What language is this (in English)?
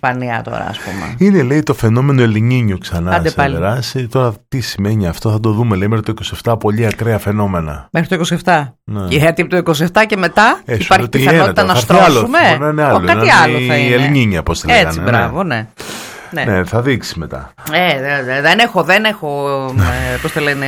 Greek